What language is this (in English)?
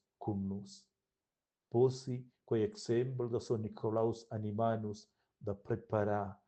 Romansh